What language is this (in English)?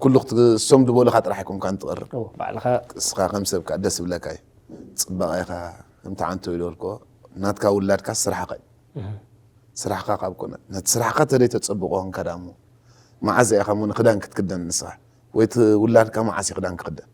Tigrinya